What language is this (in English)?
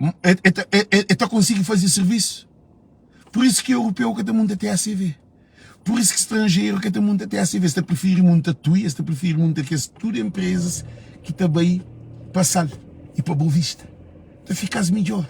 Kabuverdianu